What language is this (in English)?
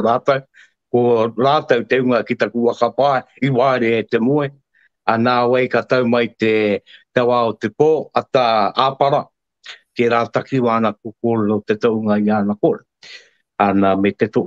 Māori